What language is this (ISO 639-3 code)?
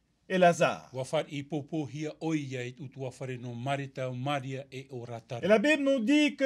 tah